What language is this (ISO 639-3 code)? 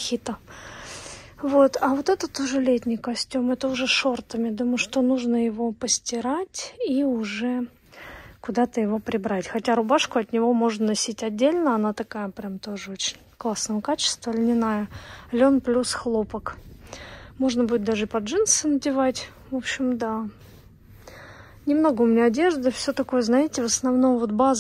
rus